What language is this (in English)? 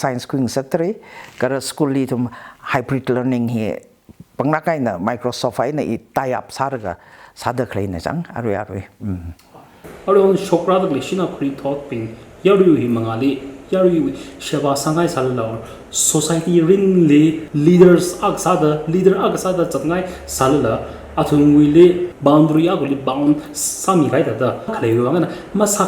Tangkhul Naga (India)